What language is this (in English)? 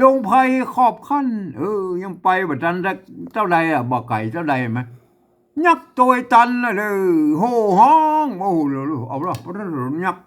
Northern Thai